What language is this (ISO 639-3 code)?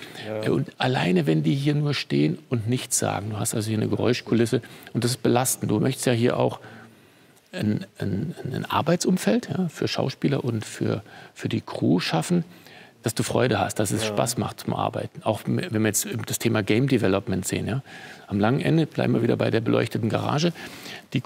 deu